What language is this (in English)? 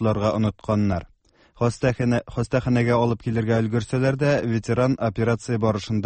Tatar